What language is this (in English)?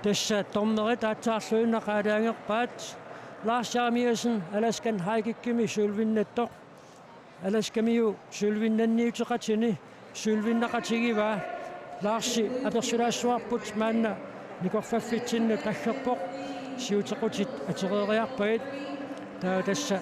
Kalaallisut